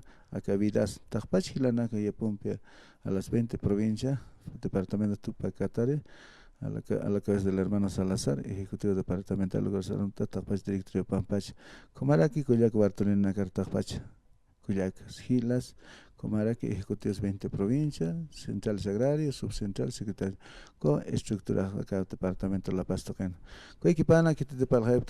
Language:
Aymara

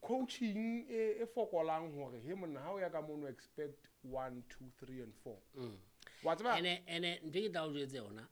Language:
Southern Sotho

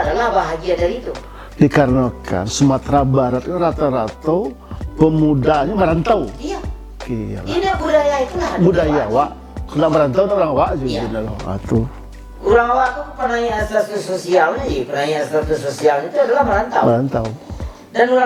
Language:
Minangkabau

